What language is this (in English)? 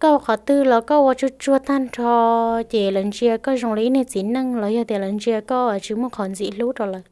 Hmong